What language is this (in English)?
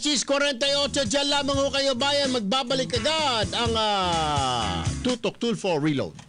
Filipino